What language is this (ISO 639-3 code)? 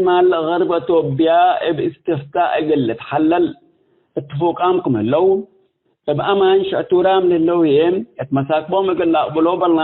tig